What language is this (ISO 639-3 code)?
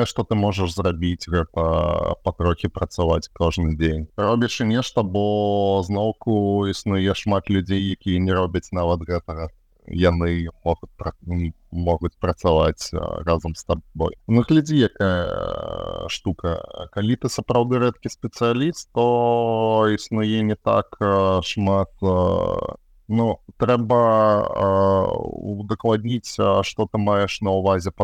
bel